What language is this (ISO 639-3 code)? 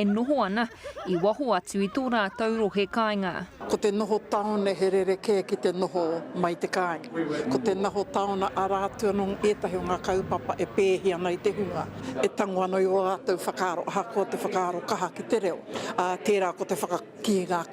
mri